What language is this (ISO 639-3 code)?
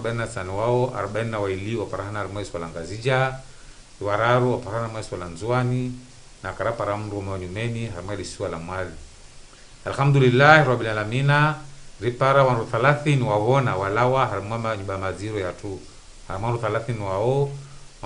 zdj